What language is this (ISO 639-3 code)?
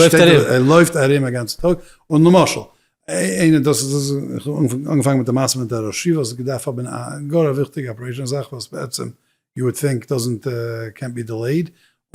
yid